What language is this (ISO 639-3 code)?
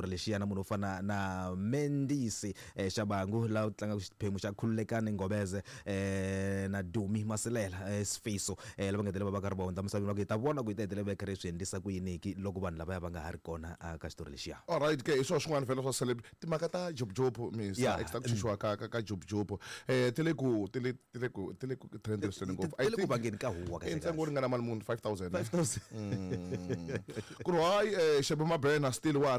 tso